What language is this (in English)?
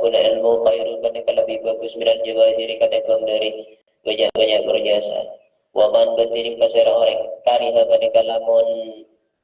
Madurese